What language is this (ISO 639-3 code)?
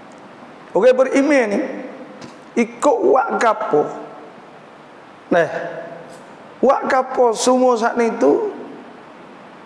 mfa